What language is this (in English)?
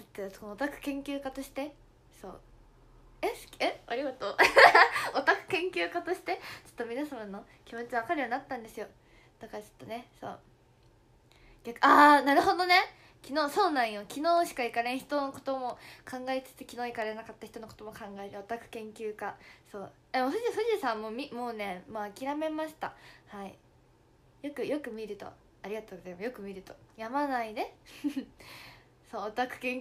Japanese